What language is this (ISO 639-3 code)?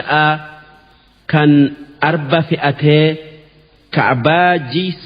orm